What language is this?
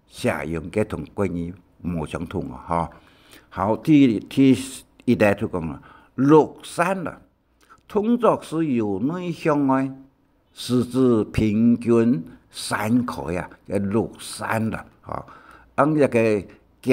Hakka Chinese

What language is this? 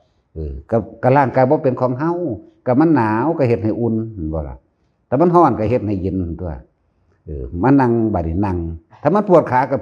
Northeastern Thai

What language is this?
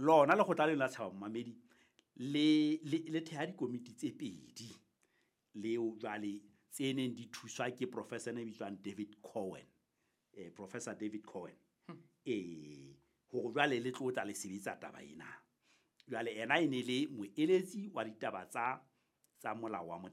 Southern Sotho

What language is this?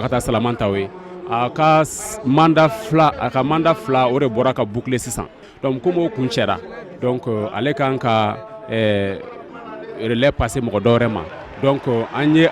Bambara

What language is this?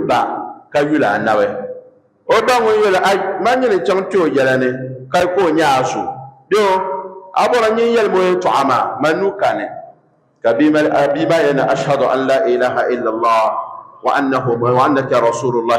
Dagbani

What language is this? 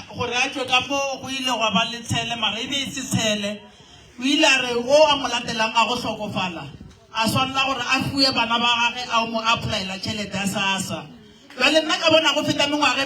Northern Sotho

